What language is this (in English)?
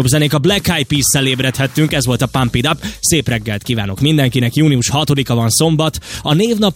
Hungarian